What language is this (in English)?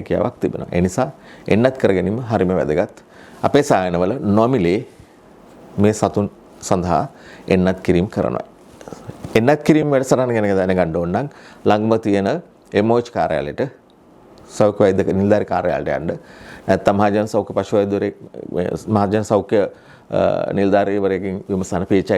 Sinhala